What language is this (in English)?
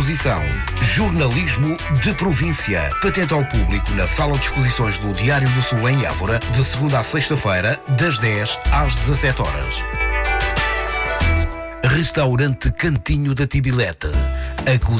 Portuguese